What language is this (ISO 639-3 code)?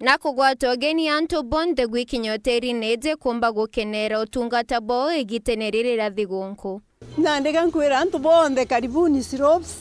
mer